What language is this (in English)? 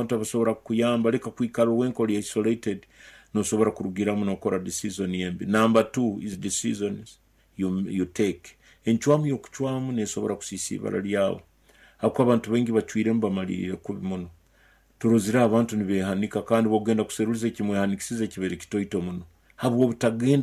Nyoro